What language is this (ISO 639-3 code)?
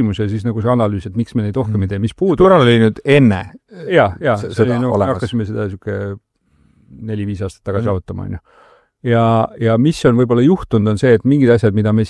est